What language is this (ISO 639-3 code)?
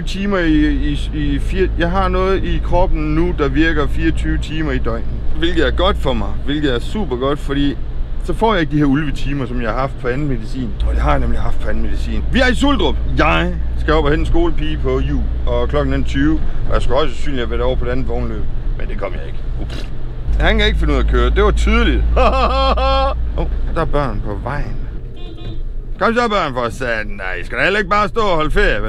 dan